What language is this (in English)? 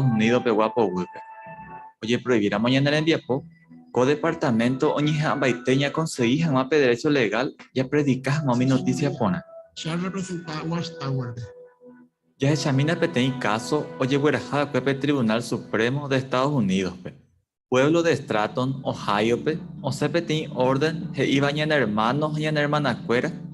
Guarani